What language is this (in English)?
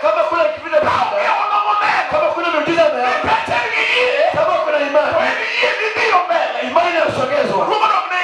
Luo (Kenya and Tanzania)